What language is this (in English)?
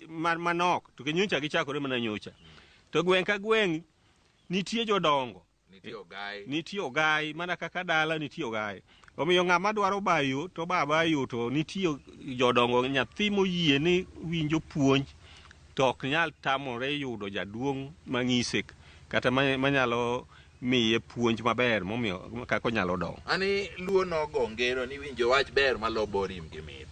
Luo (Kenya and Tanzania)